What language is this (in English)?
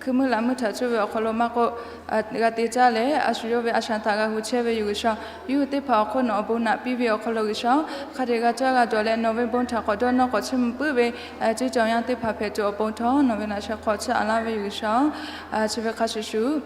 Lahu